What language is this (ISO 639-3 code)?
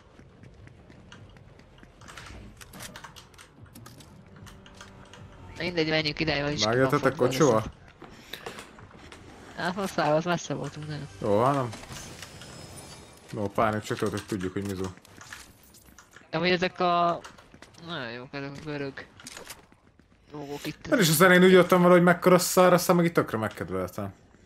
hun